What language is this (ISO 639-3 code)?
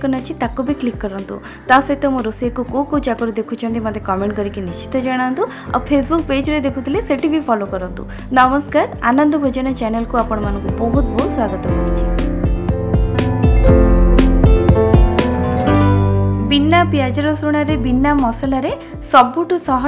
ori